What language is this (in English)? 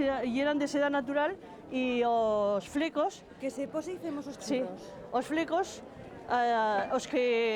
Aragonese